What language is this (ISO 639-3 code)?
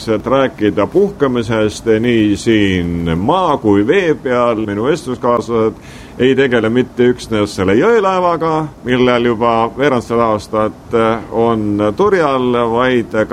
est